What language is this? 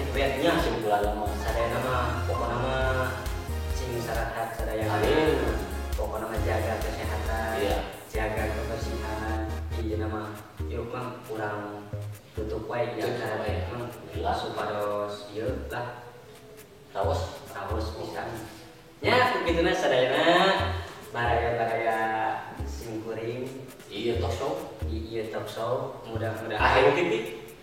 Sundanese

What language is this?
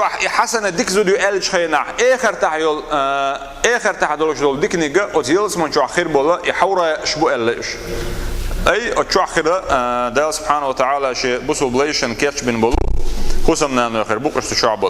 Chechen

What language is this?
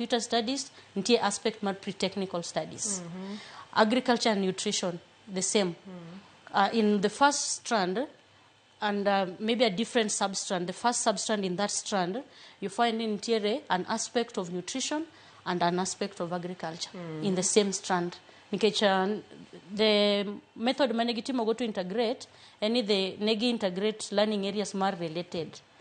Luo (Kenya and Tanzania)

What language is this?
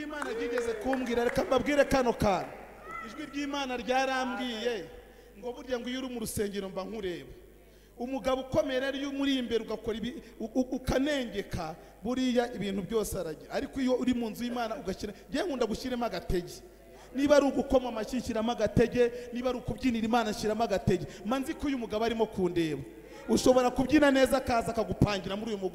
Kinyarwanda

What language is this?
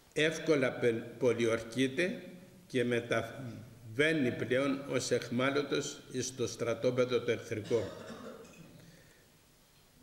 Greek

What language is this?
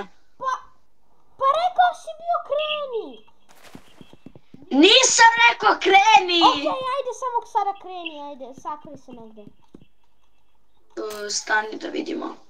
Bosnian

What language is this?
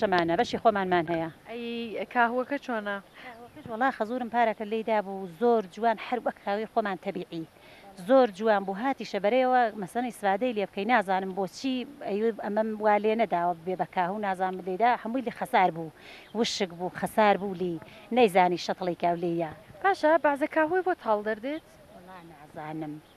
Central Kurdish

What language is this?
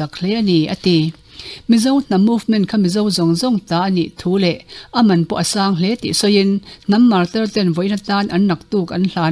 Mizo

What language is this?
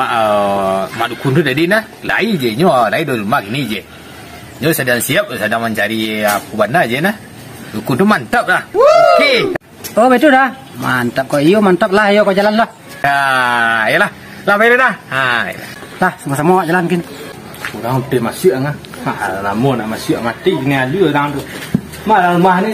Minangkabau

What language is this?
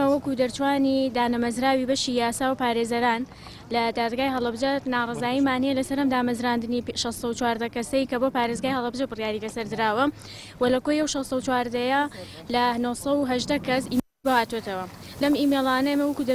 Central Kurdish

